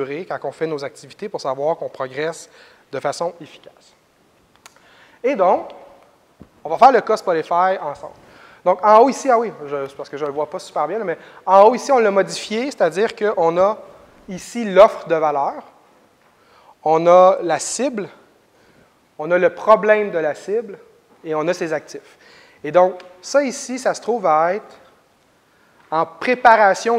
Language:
French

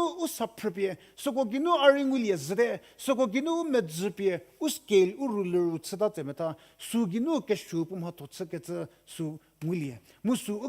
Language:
Angami Naga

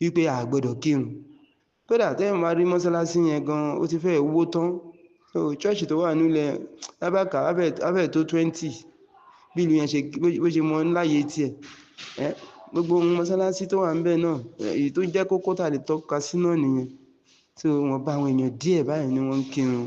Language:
Yoruba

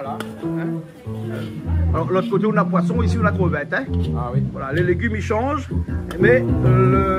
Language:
Réunion Creole French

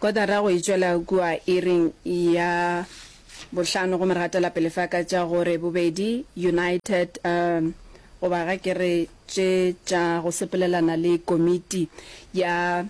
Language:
Northern Sotho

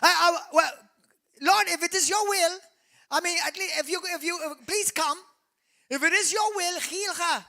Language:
English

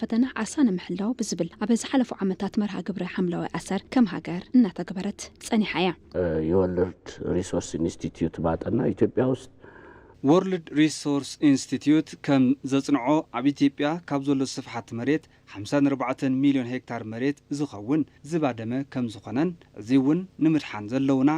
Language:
Tigrinya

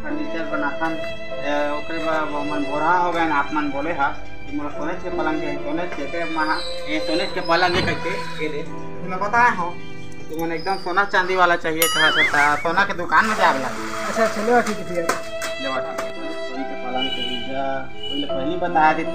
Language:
Chhattisgarhi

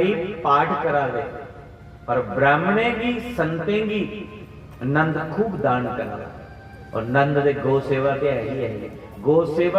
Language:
Dogri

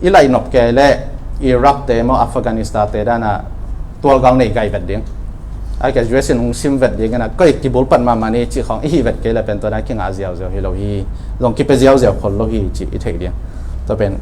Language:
Tedim Chin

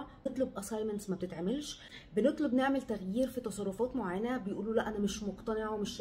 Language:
Egyptian Arabic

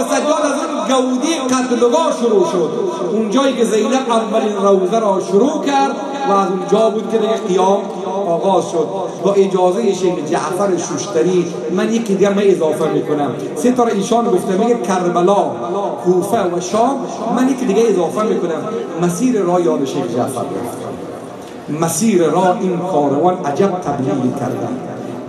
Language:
Persian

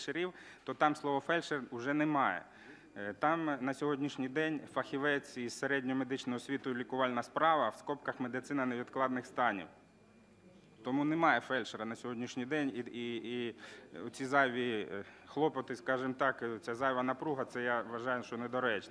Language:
Ukrainian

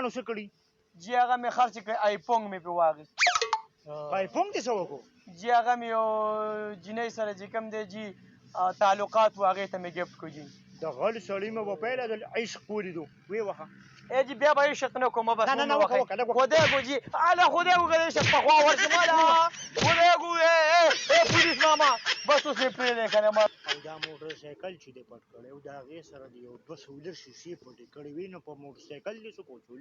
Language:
Pashto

